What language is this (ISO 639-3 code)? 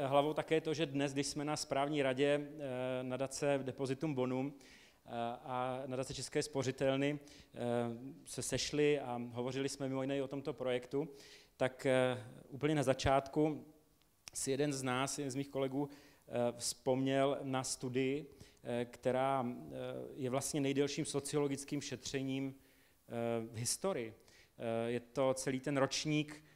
ces